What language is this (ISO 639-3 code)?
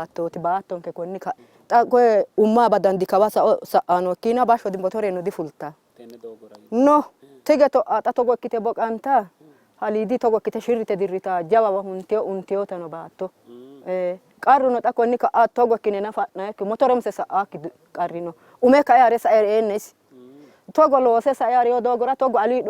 sid